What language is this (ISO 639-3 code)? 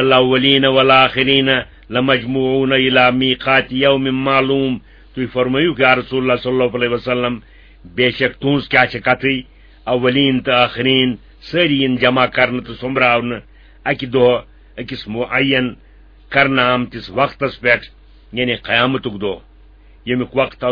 kas